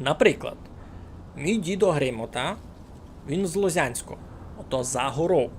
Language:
Rusyn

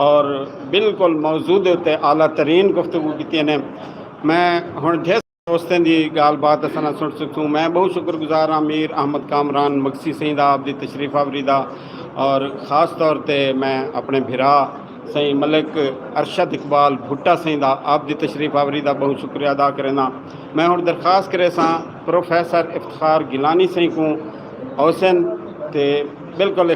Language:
Saraiki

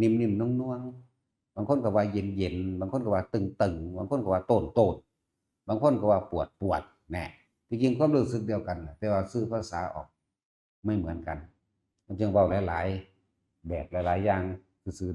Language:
Northeastern Thai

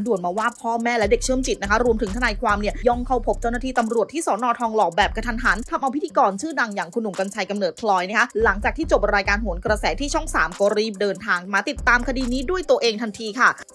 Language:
Thai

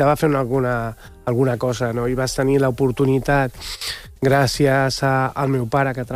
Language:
Catalan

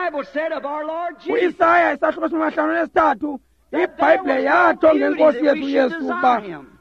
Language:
Xhosa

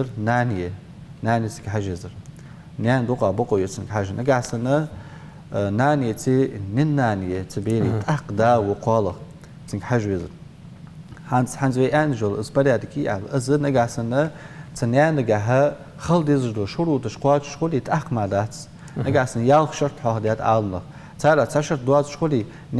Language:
Ingush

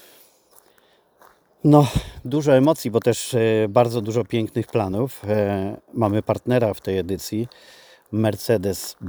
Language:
Polish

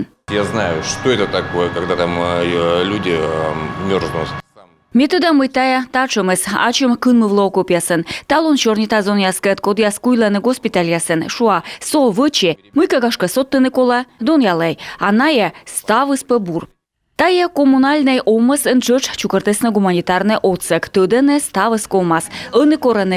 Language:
Komi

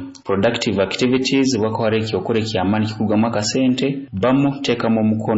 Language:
Nyoro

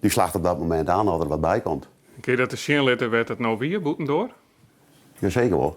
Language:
Western Frisian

